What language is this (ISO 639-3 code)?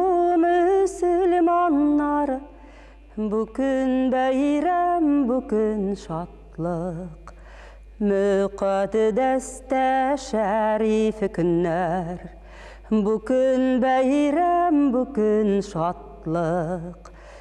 tat